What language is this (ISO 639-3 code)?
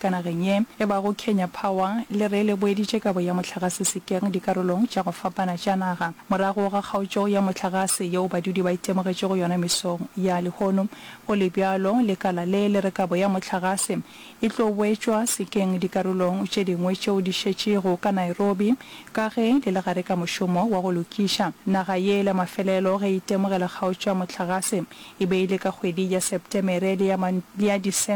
nso